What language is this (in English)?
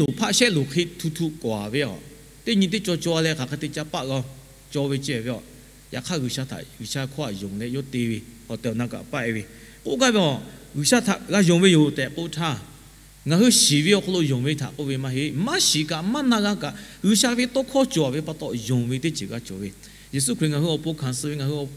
Lahu